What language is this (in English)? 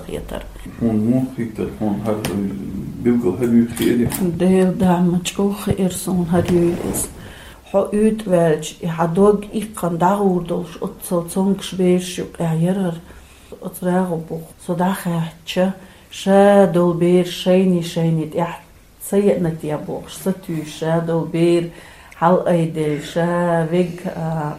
Chechen